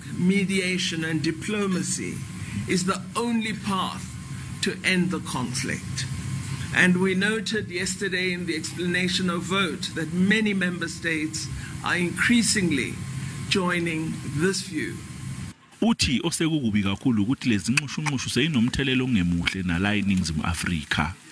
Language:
Zulu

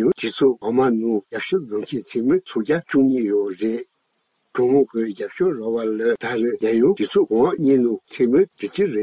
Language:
Tibetan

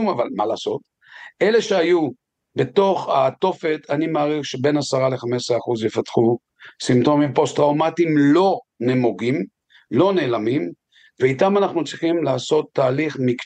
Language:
Hebrew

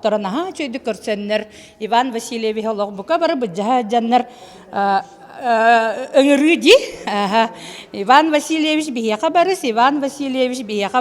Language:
Yakut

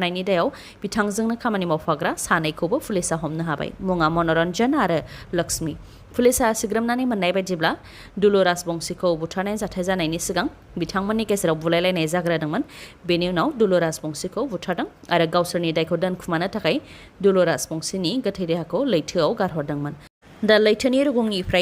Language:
Bodo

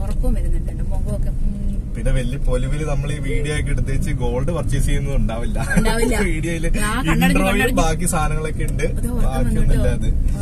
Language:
Malayalam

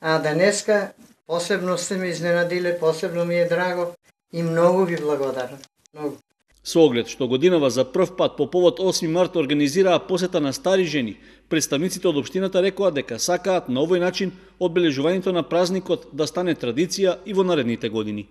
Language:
Macedonian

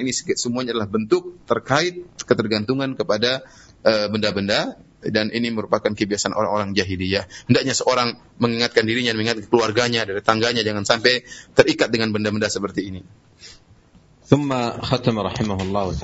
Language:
Indonesian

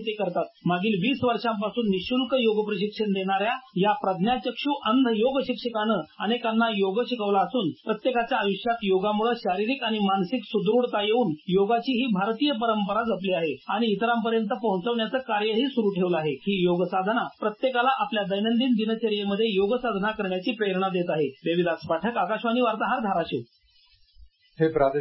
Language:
Marathi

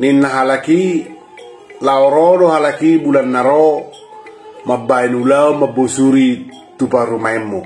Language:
Batak Toba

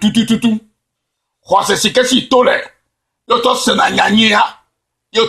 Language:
Ewe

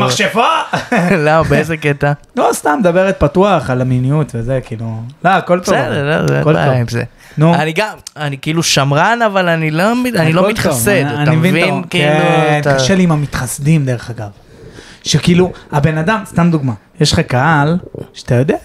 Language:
Hebrew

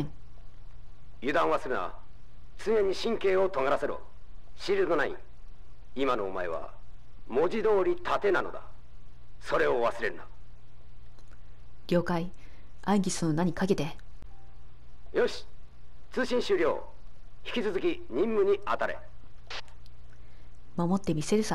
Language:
Japanese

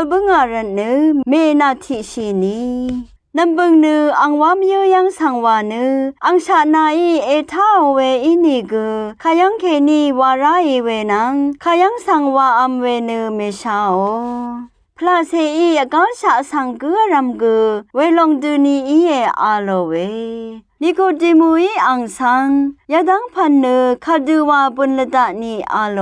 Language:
Rawang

